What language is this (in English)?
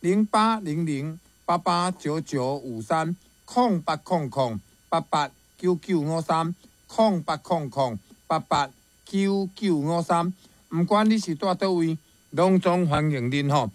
Min Nan Chinese